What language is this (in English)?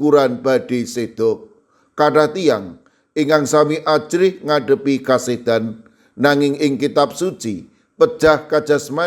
Javanese